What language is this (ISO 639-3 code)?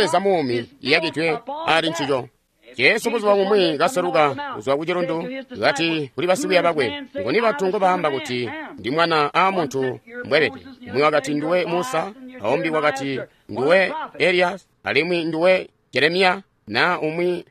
toi